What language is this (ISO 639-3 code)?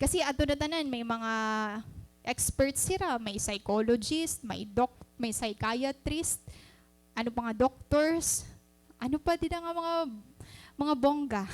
war